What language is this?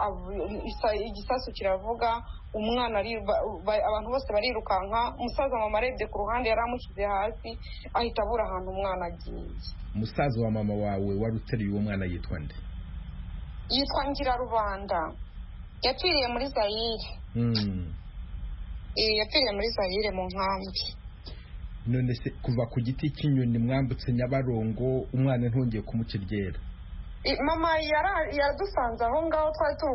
Kinyarwanda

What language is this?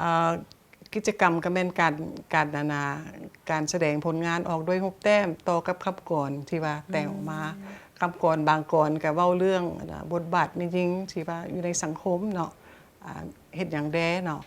Lao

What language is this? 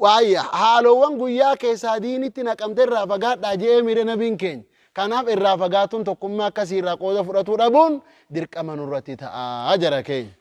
Oromo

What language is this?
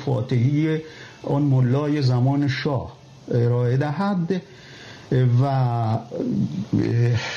Persian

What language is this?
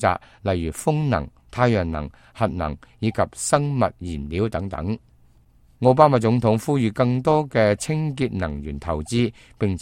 Cantonese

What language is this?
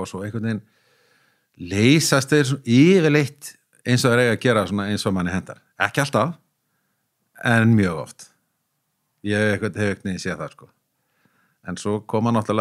Icelandic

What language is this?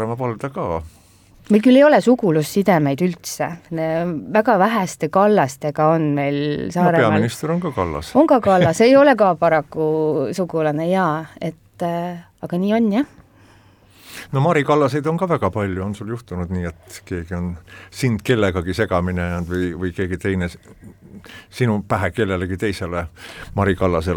Estonian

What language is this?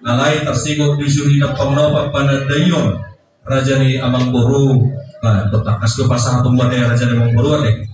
Batak Toba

